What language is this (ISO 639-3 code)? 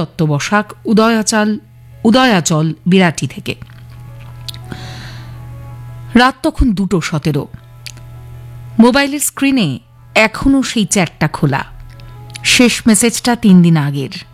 ben